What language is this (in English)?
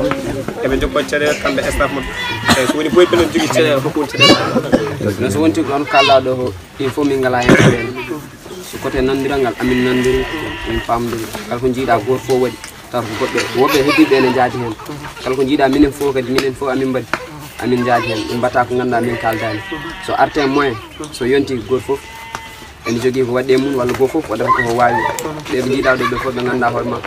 Pular